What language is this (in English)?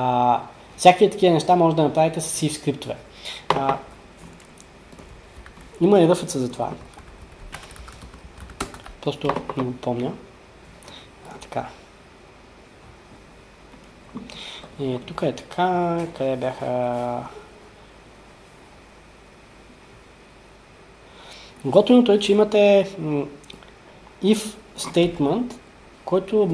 Bulgarian